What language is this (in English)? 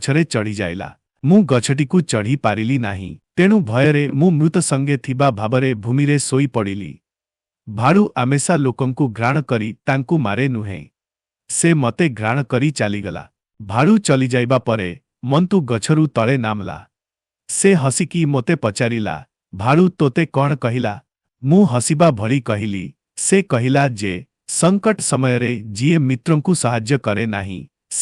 Odia